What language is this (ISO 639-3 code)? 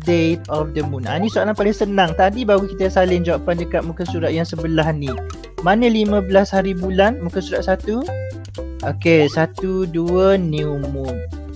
msa